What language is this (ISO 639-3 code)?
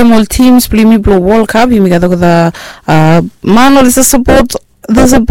bis